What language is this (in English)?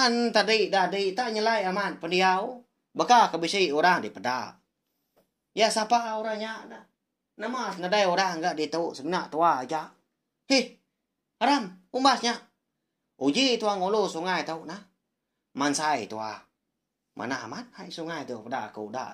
Iban